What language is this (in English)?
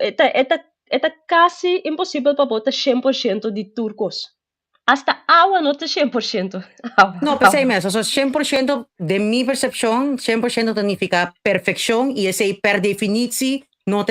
Papiamento